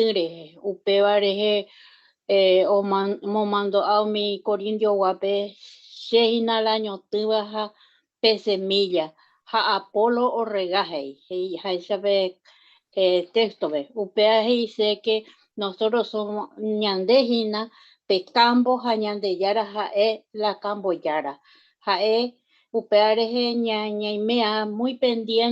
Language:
Guarani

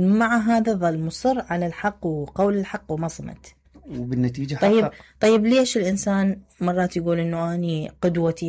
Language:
Mesopotamian Arabic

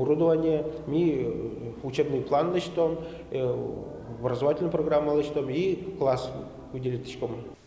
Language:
Udmurt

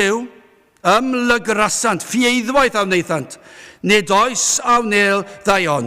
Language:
Welsh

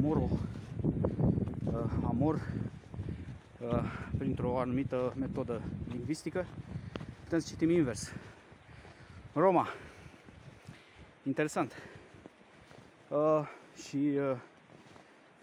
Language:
Romanian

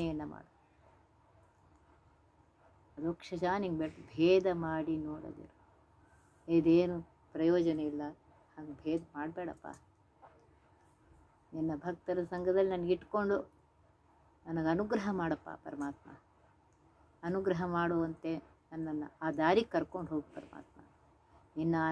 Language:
Kannada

